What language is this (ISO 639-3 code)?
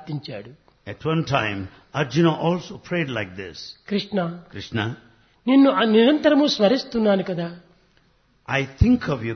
tel